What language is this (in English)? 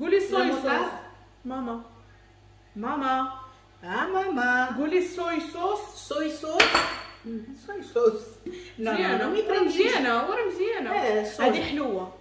Moroccan Arabic